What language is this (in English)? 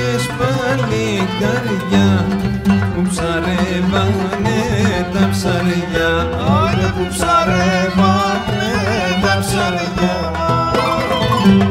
Greek